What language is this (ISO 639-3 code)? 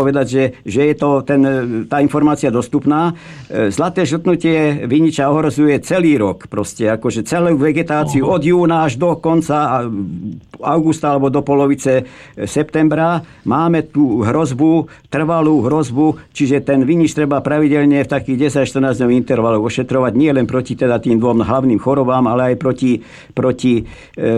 slk